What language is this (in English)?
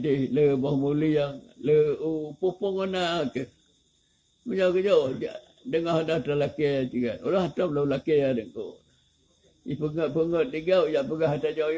Achinese